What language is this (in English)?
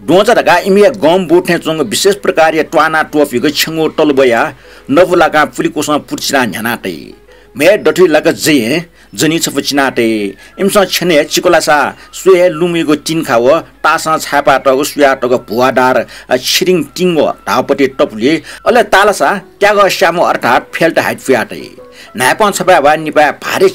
Newari